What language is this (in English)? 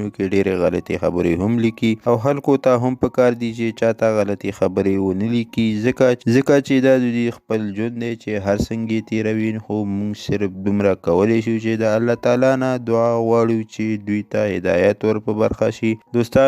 Pashto